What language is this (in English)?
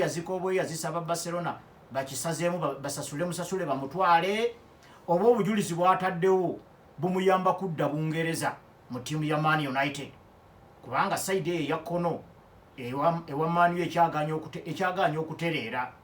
Ganda